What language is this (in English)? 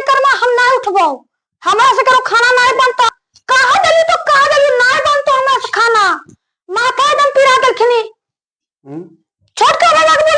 Magahi